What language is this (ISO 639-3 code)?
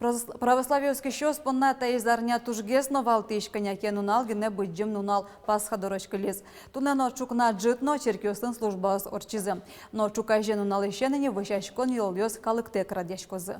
udm